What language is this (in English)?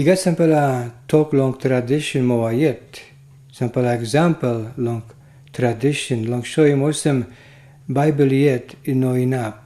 Tok Pisin